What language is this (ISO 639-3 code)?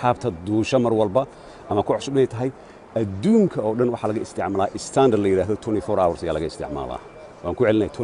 som